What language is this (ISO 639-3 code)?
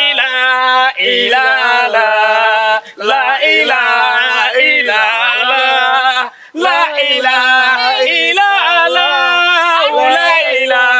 bam